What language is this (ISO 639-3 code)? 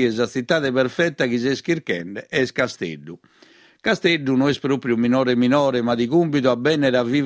srd